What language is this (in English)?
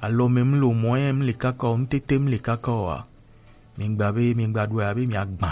Gen